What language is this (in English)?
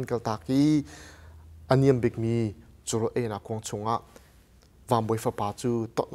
Hakha Chin